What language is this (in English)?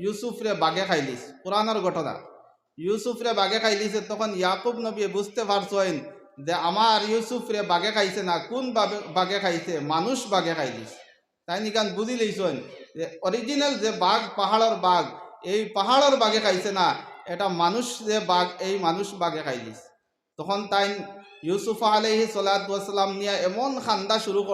Sylheti